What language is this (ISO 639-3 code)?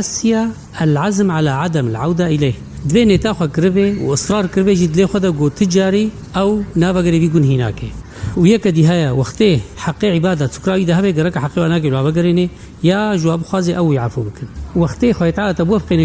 kur